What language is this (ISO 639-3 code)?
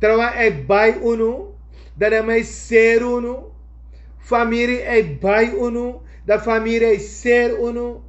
srn